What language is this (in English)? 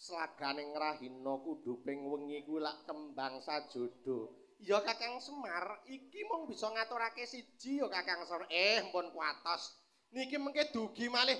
Javanese